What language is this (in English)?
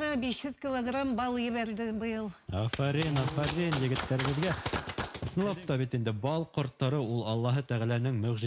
Bashkir